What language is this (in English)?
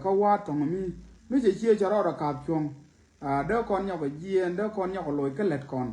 Nuer